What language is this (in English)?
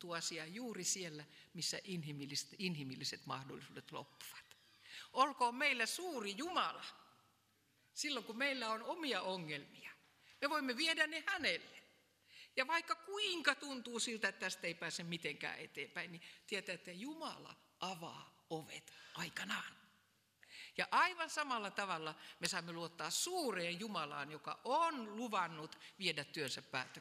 Finnish